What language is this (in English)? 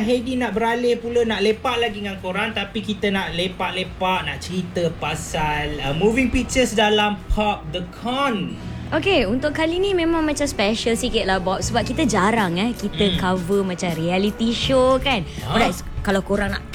Malay